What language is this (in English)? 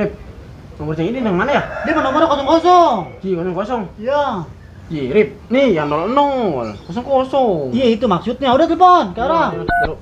Betawi